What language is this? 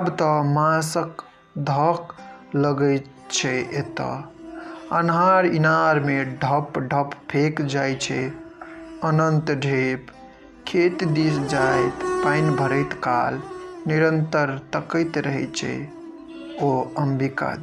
Maithili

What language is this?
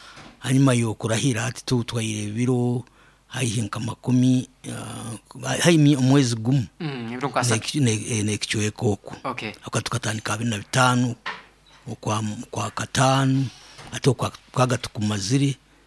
Nyoro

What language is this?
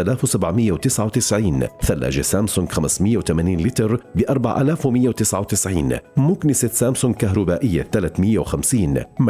North Levantine Arabic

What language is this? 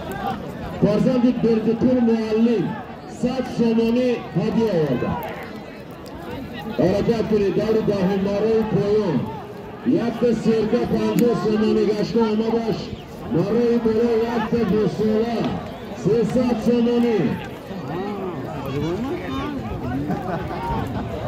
Tajik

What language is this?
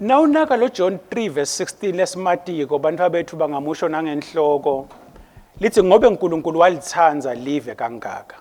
Swati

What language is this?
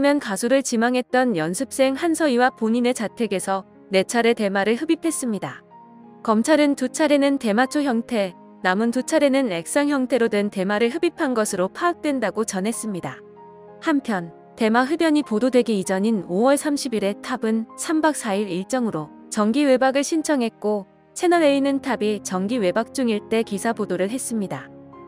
Korean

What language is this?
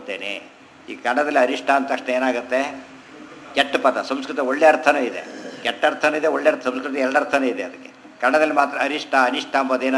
Kannada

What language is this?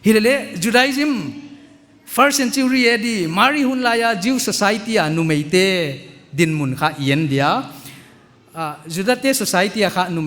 Paite Chin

